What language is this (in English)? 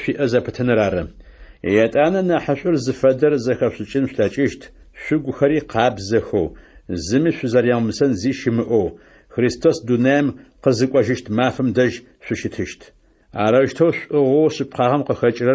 Adyghe